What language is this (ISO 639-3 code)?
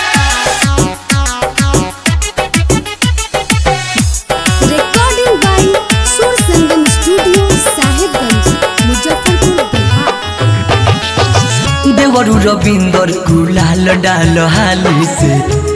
bho